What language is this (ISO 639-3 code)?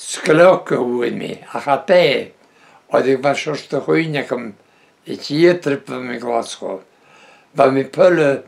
bre